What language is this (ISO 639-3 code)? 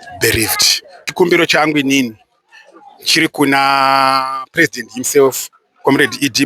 sna